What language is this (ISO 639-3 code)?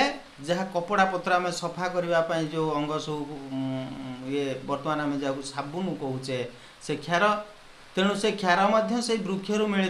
ori